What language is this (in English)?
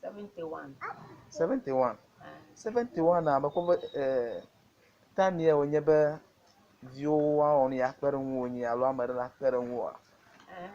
Ewe